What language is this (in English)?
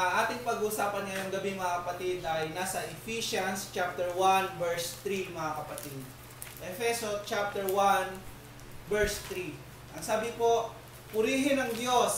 Filipino